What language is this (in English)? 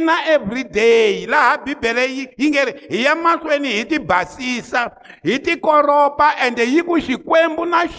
Tsonga